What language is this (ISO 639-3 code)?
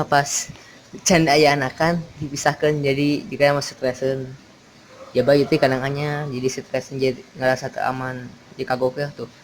sun